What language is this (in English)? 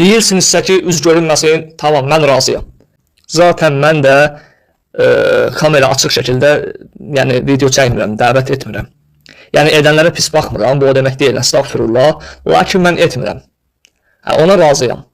Azerbaijani